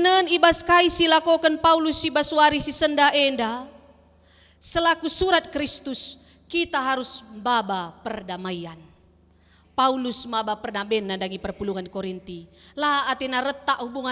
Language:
Batak Karo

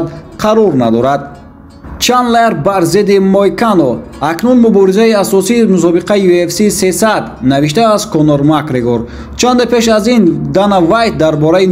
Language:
Tajik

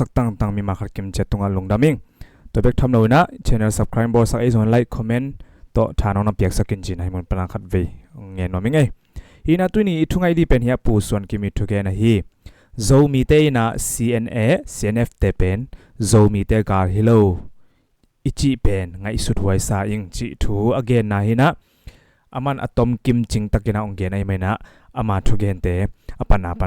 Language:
Tedim Chin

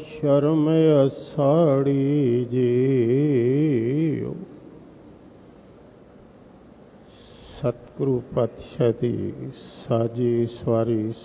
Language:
Punjabi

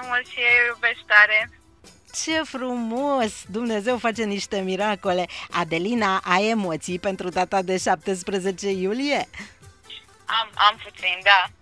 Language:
Romanian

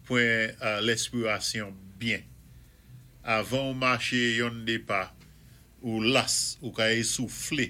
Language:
Saint Lucian Creole French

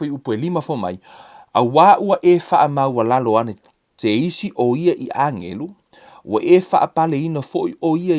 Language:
Samoan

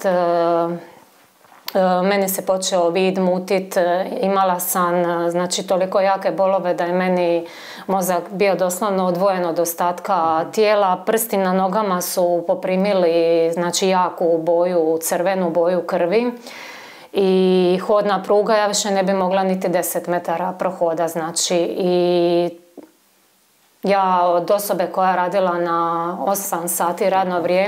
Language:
Croatian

